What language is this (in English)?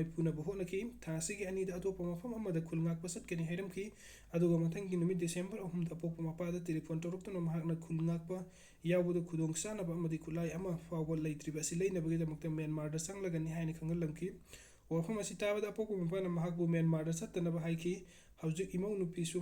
Manipuri